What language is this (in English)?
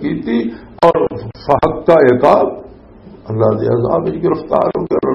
Western Panjabi